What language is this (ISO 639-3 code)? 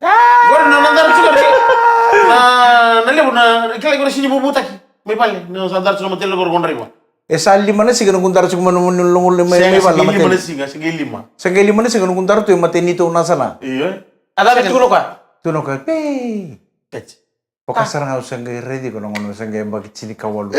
fij